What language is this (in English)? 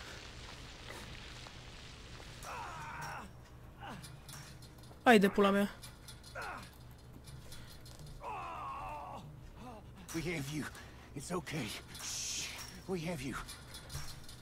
Romanian